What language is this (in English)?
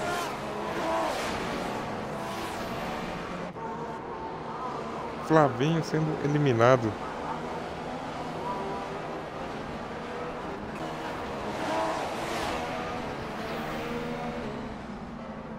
Portuguese